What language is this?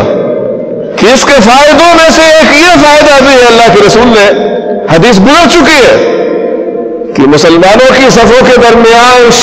Urdu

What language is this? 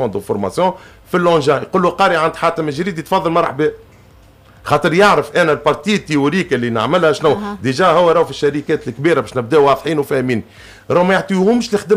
Tunisian Arabic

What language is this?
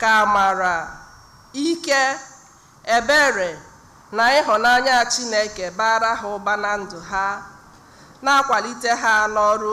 Igbo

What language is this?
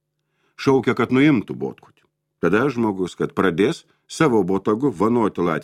Lithuanian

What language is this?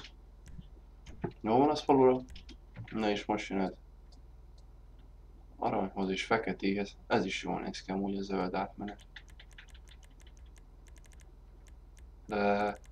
Hungarian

